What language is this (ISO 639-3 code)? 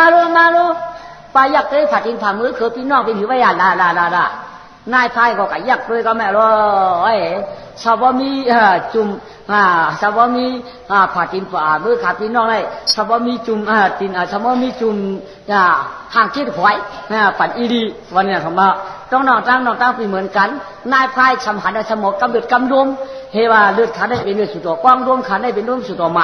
shn